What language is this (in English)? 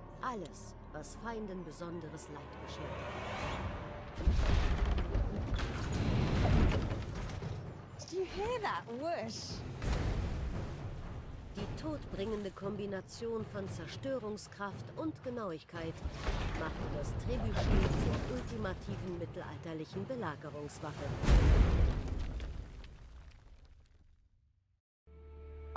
German